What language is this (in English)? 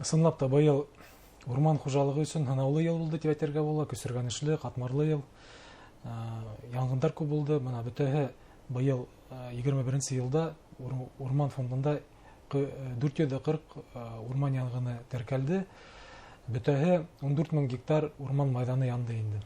Bashkir